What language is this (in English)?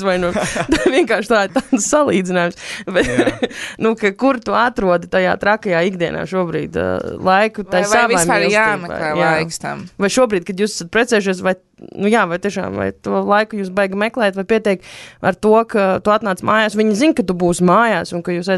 Latvian